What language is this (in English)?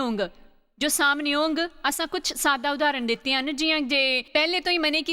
Dogri